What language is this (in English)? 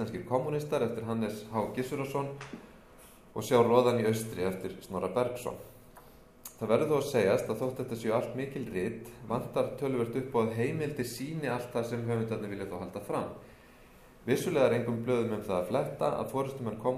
Icelandic